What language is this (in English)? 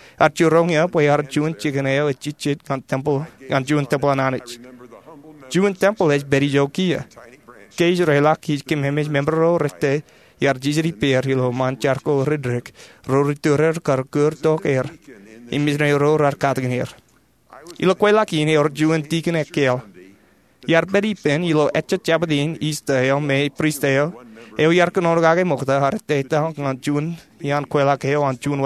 Marshallese